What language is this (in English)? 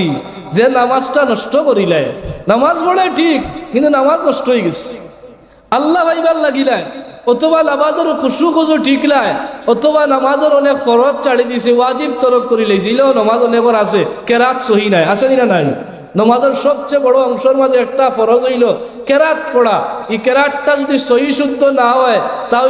Sylheti